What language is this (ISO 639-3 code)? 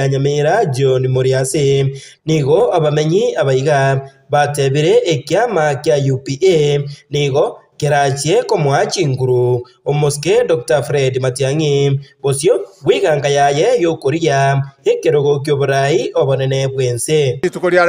guz